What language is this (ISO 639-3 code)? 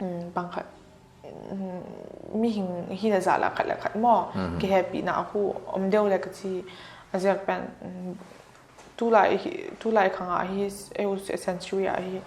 pck